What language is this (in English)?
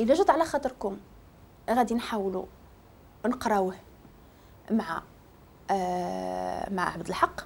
Moroccan Arabic